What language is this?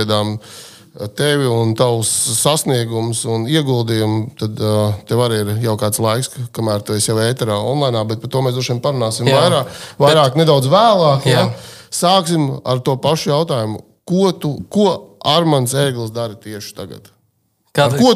Latvian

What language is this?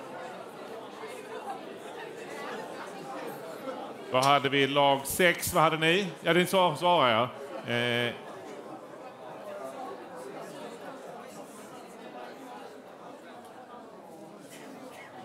Swedish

